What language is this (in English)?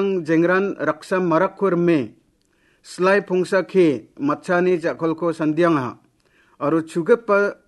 Garo